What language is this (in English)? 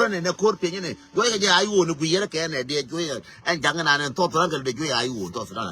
Nuer